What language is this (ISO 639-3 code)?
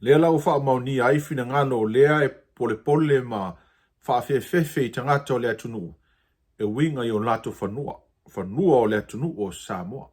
smo